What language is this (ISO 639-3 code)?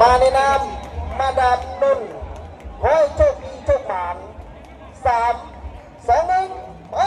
lao